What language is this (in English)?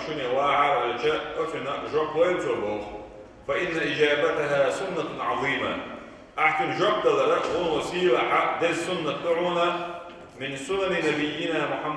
Chechen